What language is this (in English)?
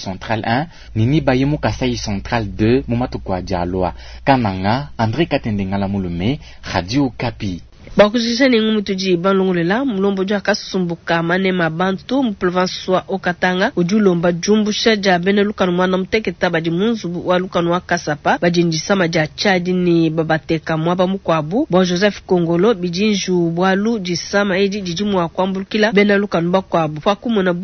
Luba-Lulua